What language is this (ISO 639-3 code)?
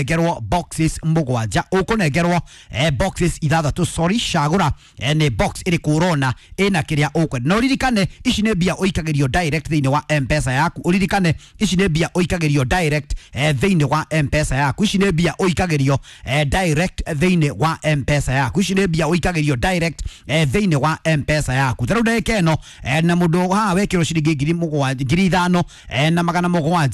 kik